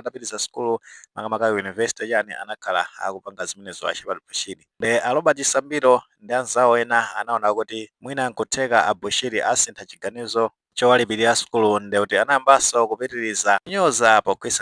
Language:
Nyanja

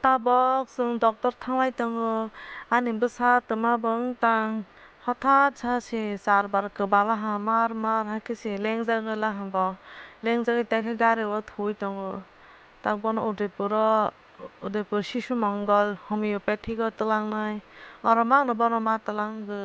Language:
Kok Borok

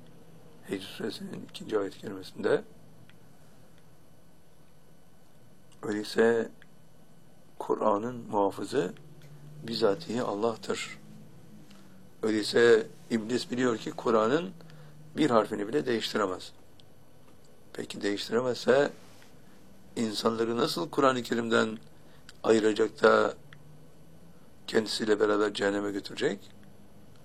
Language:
Turkish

